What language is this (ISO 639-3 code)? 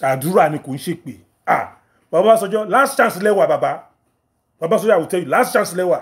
yor